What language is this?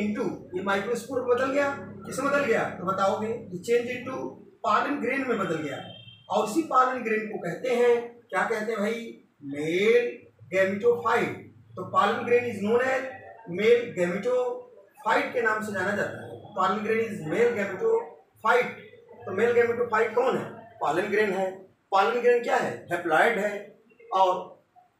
Hindi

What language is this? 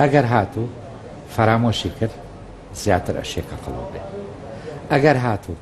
Central Kurdish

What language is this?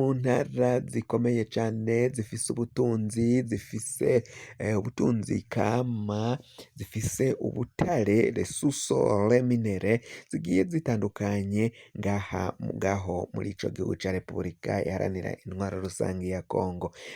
Rundi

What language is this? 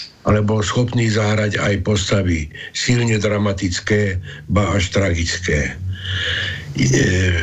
Slovak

